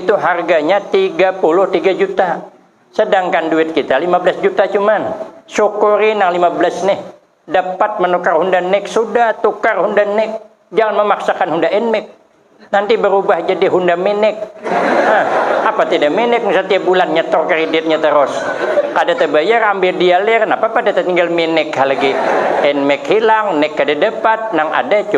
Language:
Banjar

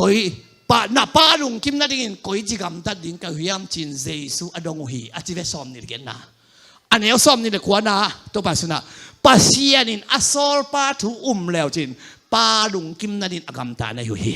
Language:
Tedim Chin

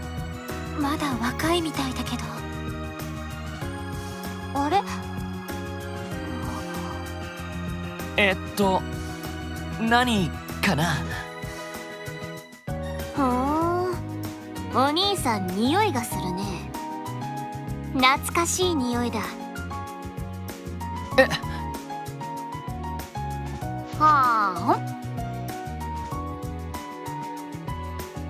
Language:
Japanese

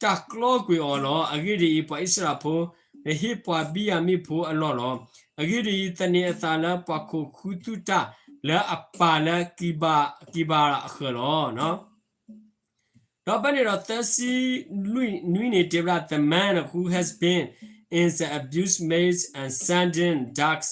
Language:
S'gaw Karen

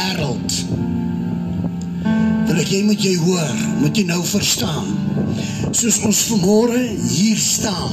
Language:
Afrikaans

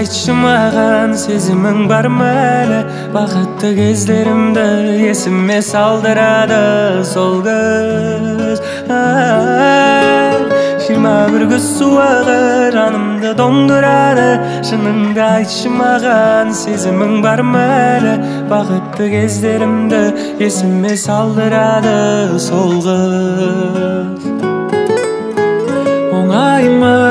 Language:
Kazakh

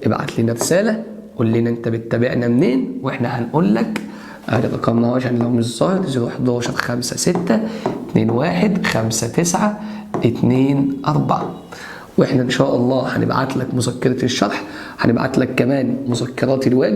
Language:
Egyptian Arabic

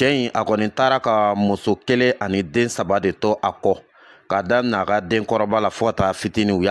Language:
Bambara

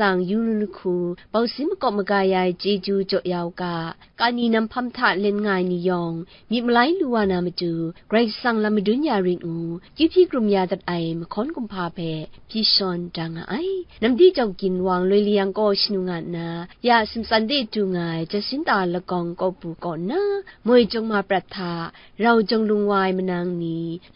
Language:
Kachin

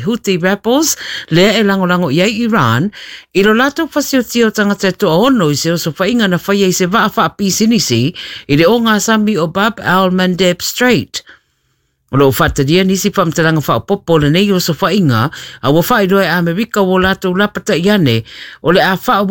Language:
Samoan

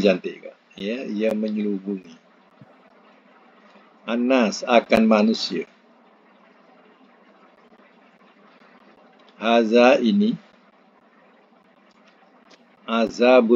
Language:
Malay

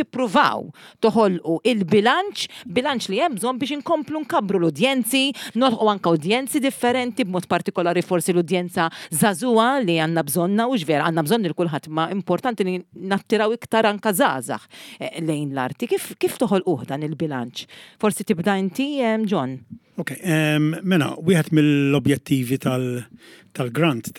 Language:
Maltese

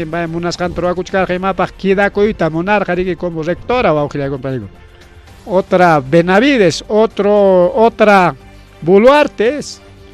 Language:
Ayacucho Quechua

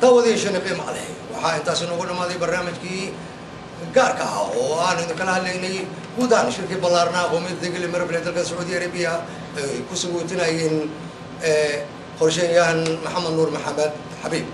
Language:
Somali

